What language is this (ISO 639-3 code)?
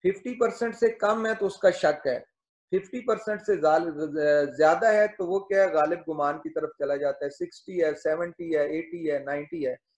urd